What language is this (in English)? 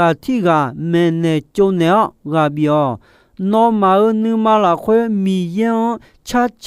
Akha